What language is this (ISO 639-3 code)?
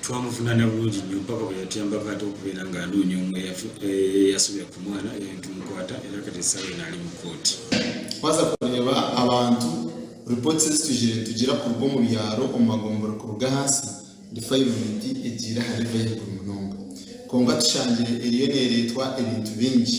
nyn